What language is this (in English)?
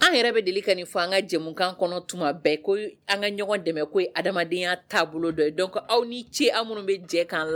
Bambara